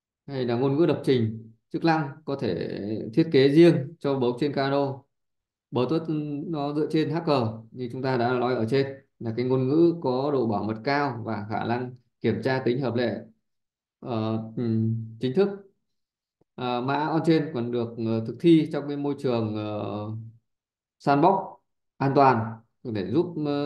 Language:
Vietnamese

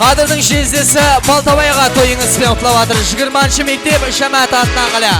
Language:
Kara-Kalpak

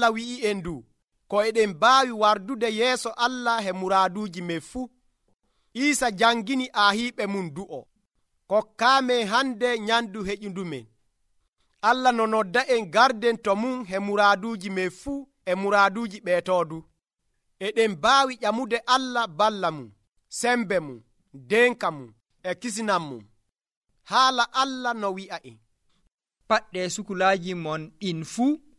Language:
Nigerian Fulfulde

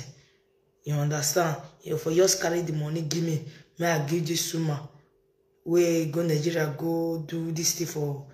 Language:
Nigerian Pidgin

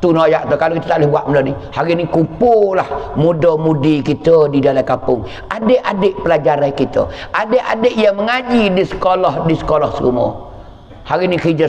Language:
Pattani Malay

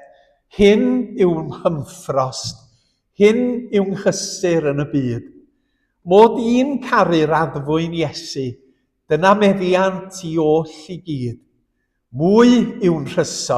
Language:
Welsh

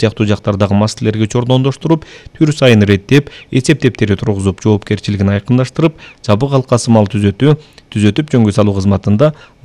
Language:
Kyrgyz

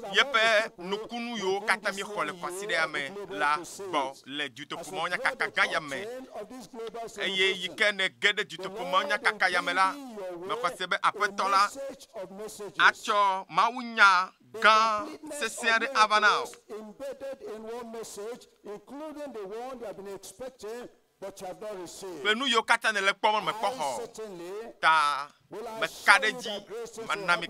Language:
Ewe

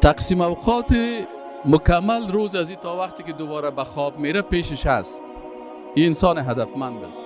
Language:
Persian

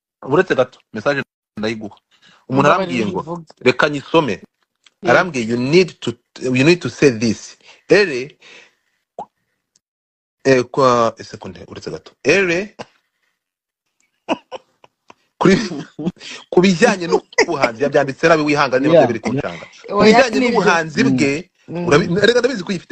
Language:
Kinyarwanda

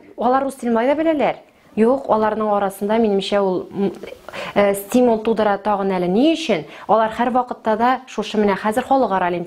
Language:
Tatar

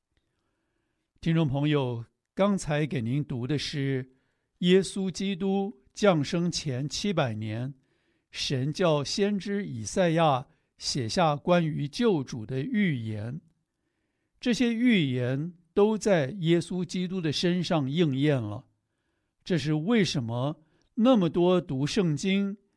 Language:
Chinese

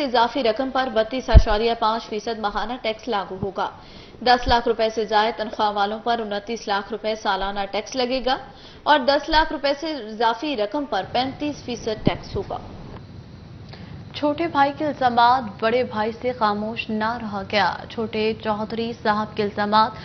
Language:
Urdu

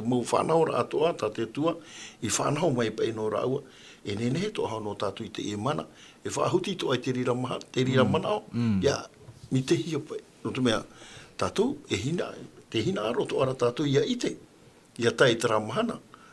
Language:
Tahitian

